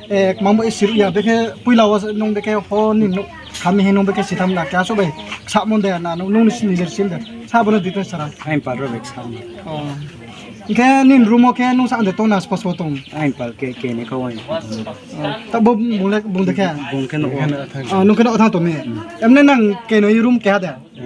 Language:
Riang (India)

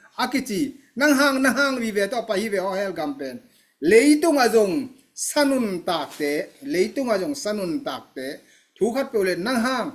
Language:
Tedim Chin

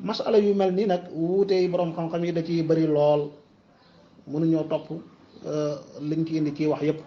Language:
Wolof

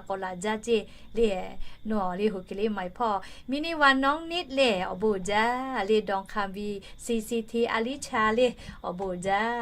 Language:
Lahu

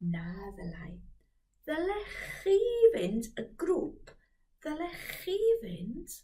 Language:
Welsh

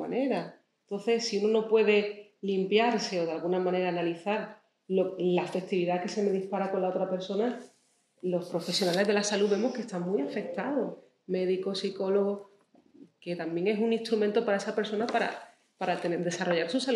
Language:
Spanish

